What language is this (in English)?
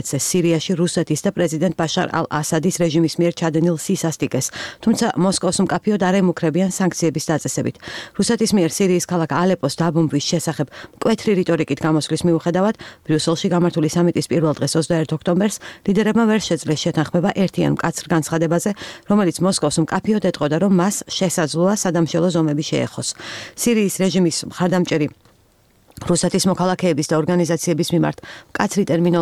Georgian